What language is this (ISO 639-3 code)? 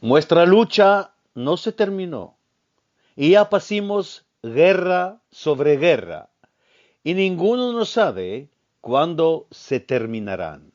lad